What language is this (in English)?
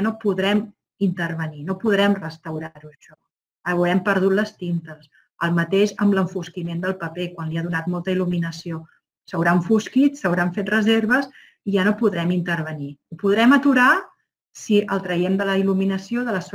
Catalan